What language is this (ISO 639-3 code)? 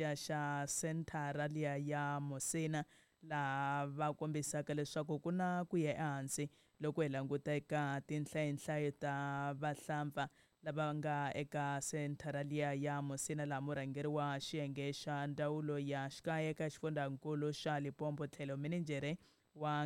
tso